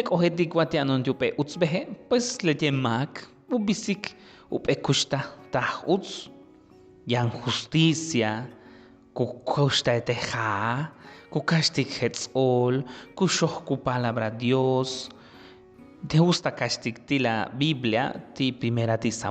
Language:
Yucateco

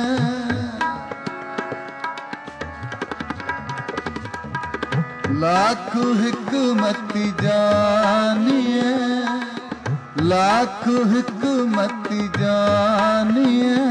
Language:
Punjabi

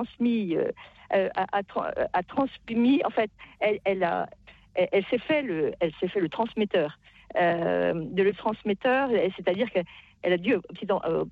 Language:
French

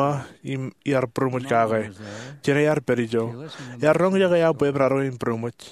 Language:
Marshallese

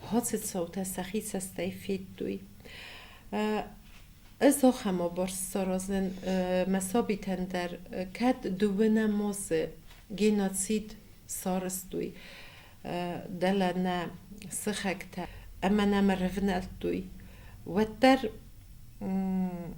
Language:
Ossetic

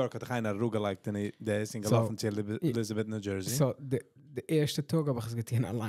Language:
Yiddish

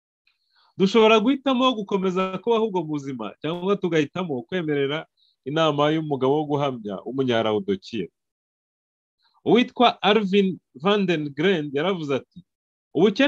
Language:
Kinyarwanda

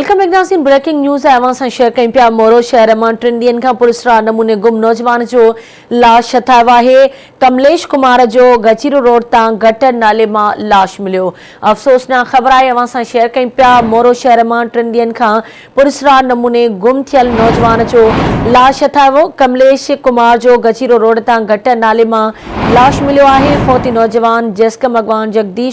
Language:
Sindhi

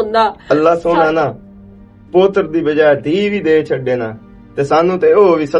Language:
Western Panjabi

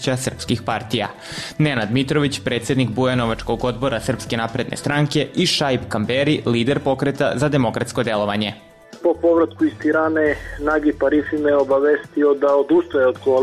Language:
Serbian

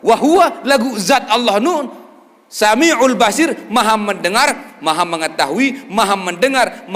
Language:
Sasak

